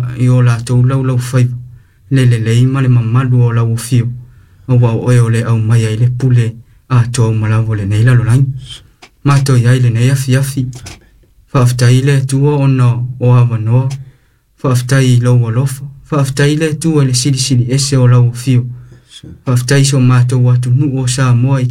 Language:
Samoan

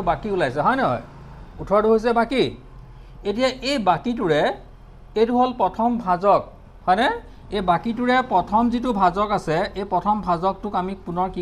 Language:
Assamese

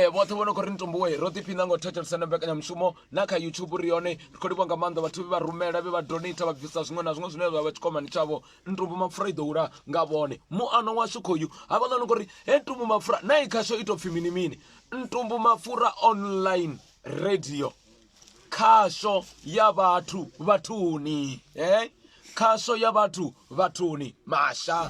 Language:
Venda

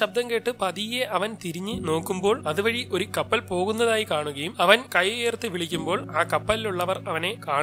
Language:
Malayalam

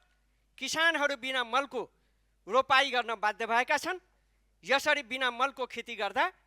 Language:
Nepali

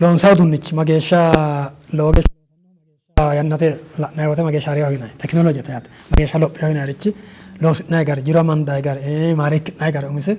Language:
Sidamo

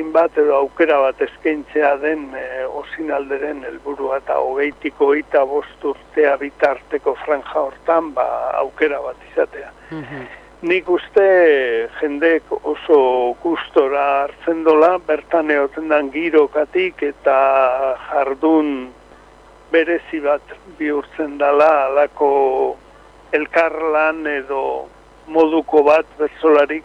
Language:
Basque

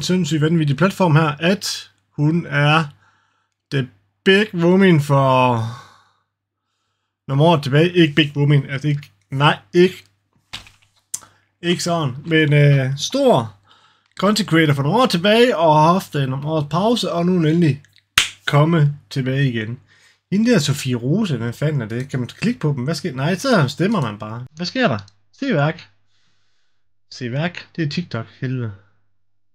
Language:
Danish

